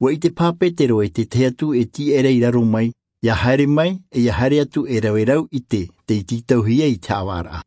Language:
Tahitian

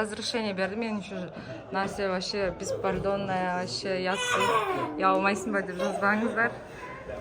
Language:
Kazakh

